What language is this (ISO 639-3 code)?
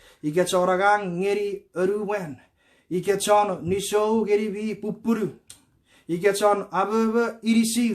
chk